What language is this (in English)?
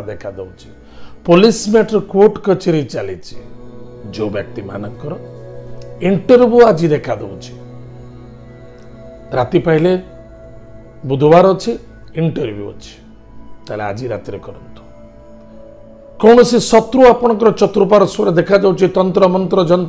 Odia